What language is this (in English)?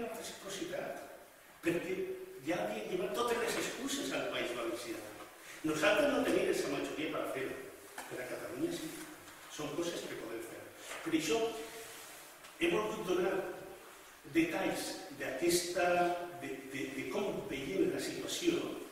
Catalan